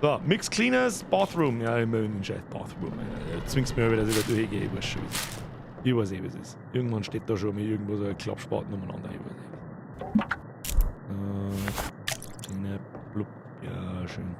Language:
Bavarian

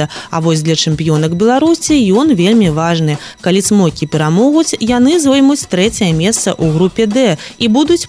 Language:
Belarusian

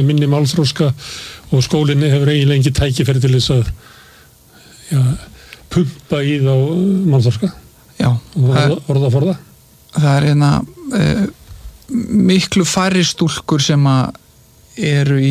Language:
Icelandic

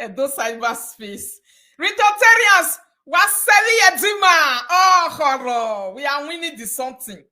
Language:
Nigerian Pidgin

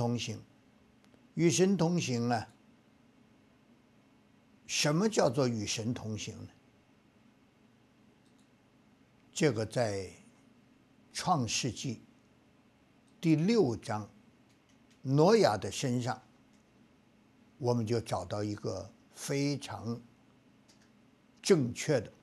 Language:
Chinese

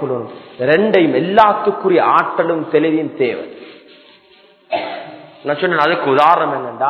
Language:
Tamil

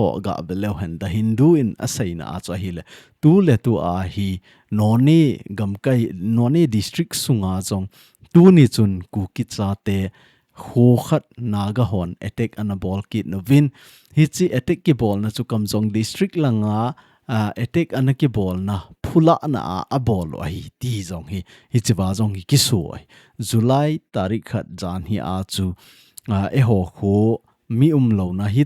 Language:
Thado Chin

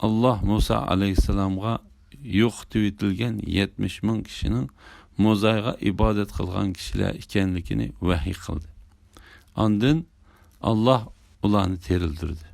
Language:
Uyghur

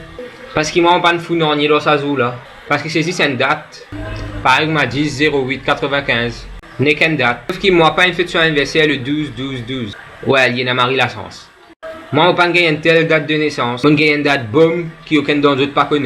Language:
Morisyen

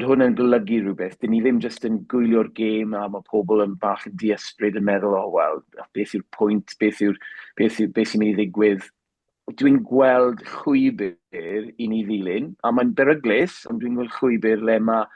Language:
Welsh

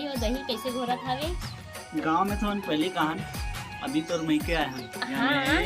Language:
Chhattisgarhi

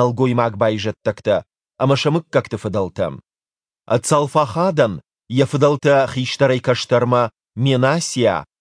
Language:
Ossetic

